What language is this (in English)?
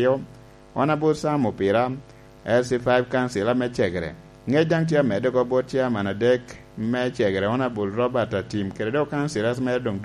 Lango (Uganda)